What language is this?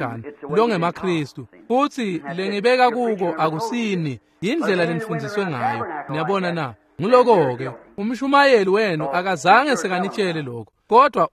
Swati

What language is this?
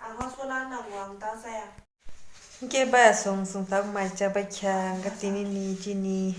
Kok Borok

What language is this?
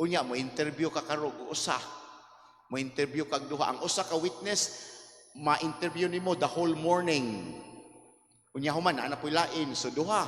Cebuano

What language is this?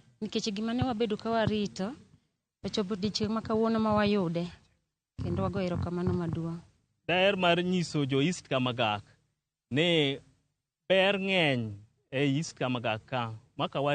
Luo (Kenya and Tanzania)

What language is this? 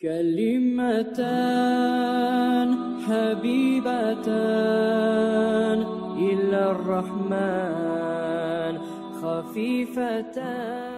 Kumyk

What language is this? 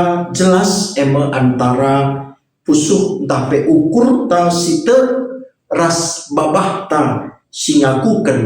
Batak Karo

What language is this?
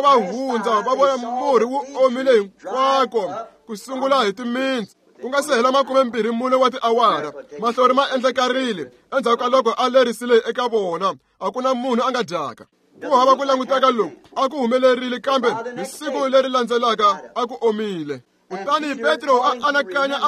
Tsonga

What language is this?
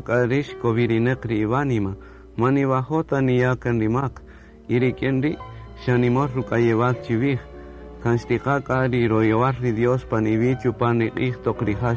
Kaqchikel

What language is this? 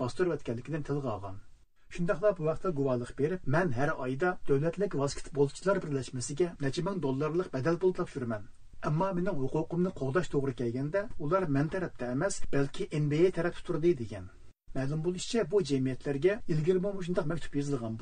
Uyghur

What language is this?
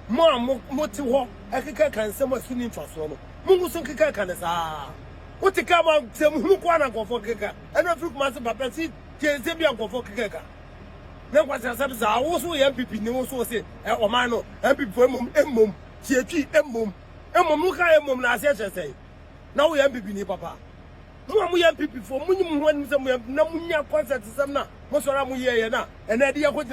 Akan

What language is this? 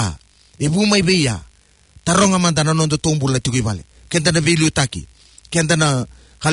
Fijian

